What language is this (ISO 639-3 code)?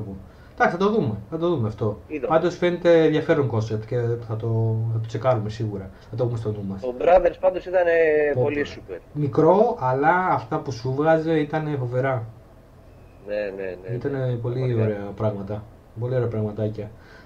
ell